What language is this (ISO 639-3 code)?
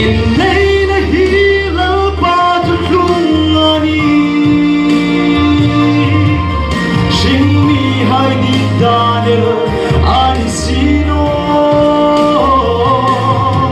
hmr